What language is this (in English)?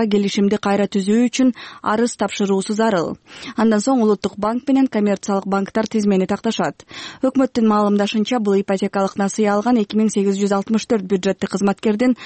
Kyrgyz